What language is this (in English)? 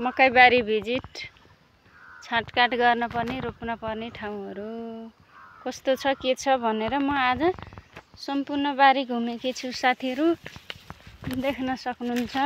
Nepali